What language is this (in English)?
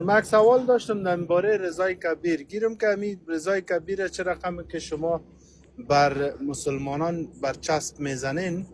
Persian